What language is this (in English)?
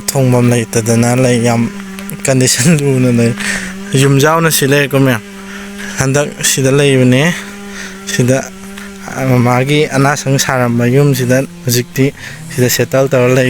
Manipuri